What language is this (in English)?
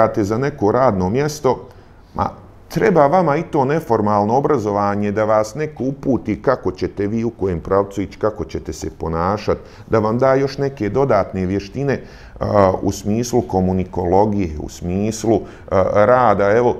Bosnian